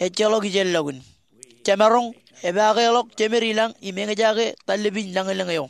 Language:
Marshallese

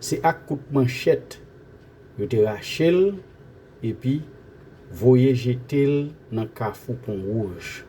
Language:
Haitian Creole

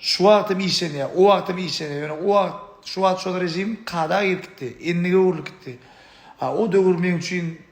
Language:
Turkmen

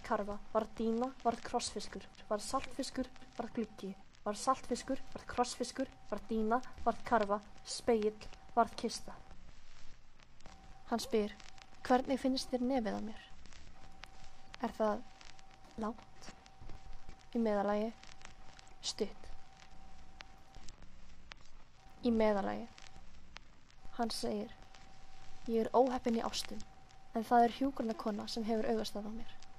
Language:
Icelandic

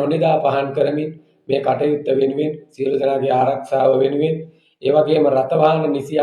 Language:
Sinhala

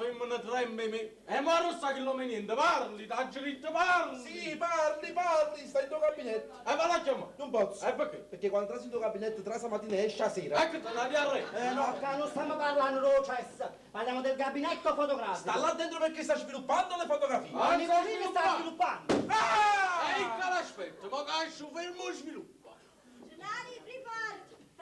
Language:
Neapolitan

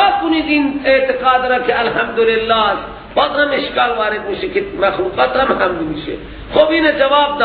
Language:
Persian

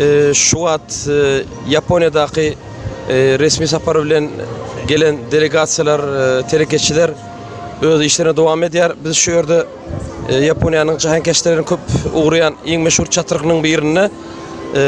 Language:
Turkmen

